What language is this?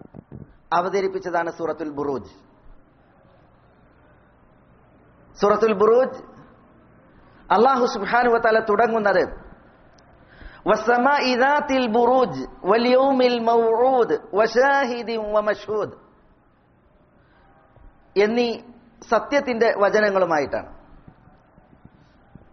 Malayalam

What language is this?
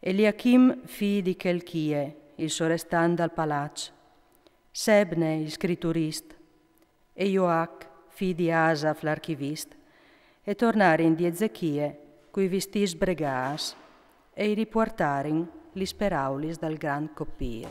Friulian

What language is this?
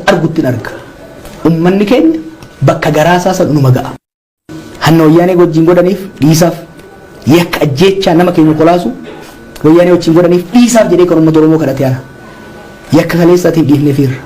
Oromo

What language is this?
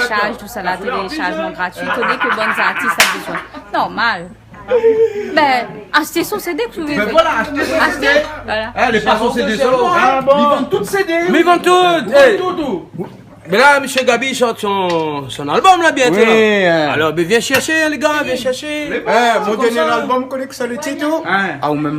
Réunion Creole French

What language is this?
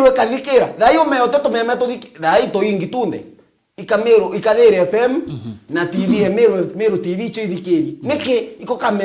Meru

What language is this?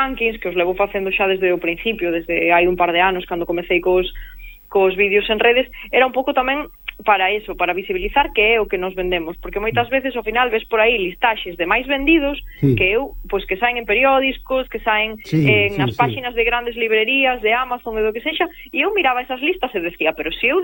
Galician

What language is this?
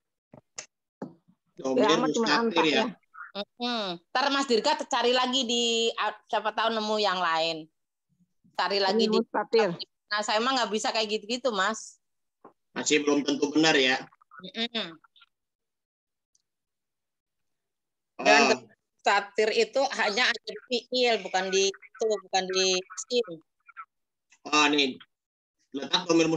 Indonesian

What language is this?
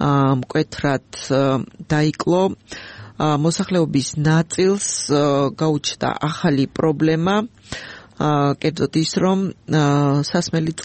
Georgian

